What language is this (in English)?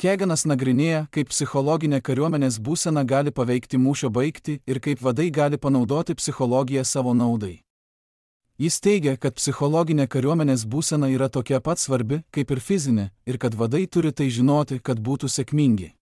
Lithuanian